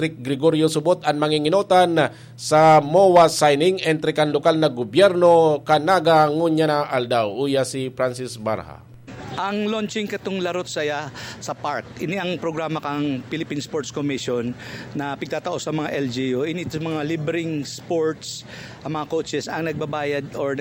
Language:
Bikol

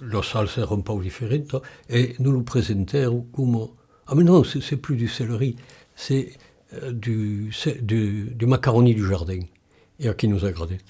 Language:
Occitan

